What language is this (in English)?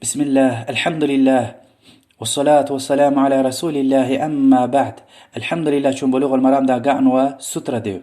Lezghian